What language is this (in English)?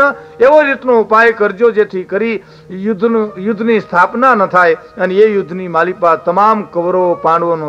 Gujarati